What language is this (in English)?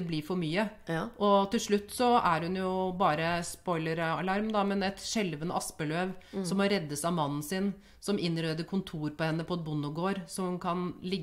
Norwegian